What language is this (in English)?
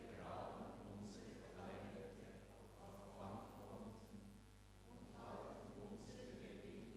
Swiss German